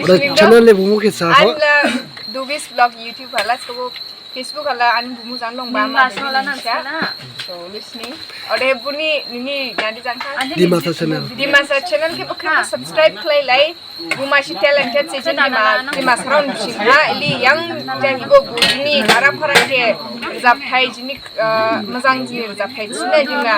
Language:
Dimasa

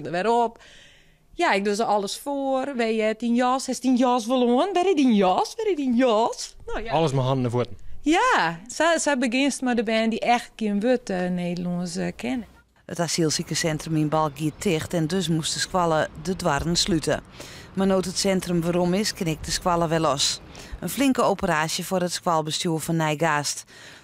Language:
Western Frisian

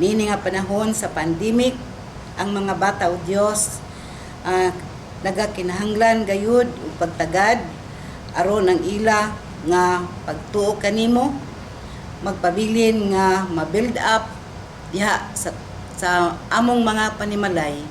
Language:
Cebuano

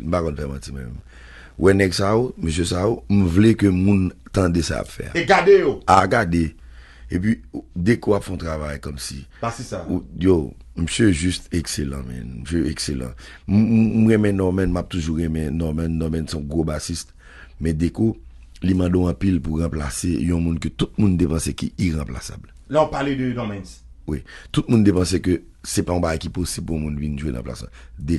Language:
Haitian Creole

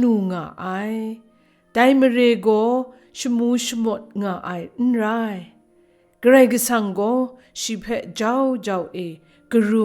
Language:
Kachin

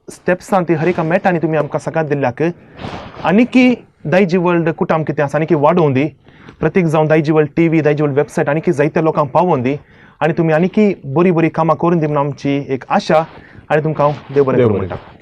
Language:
Konkani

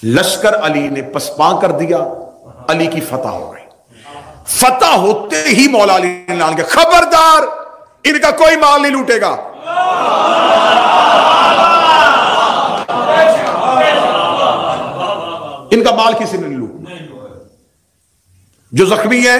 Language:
Urdu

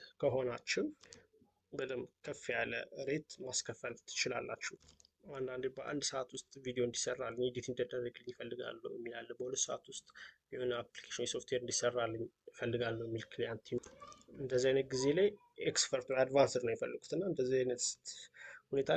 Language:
Amharic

